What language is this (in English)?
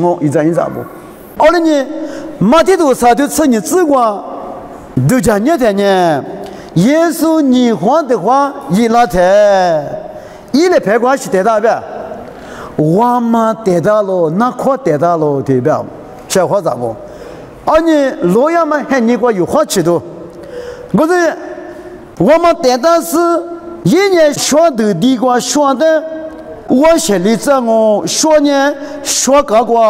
Lisu